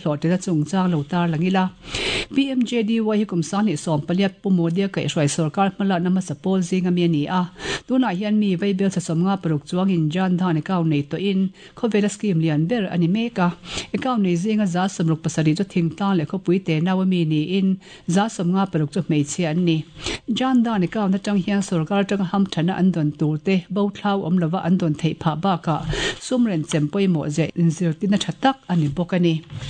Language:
Mizo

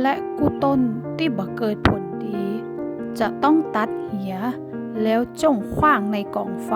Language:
Northern Thai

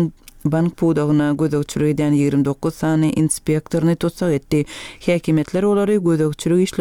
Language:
Turkmen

